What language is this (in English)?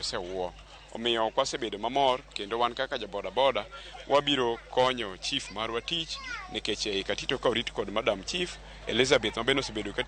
Luo (Kenya and Tanzania)